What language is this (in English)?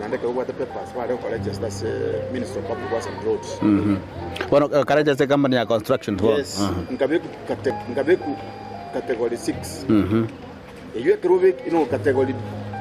Gusii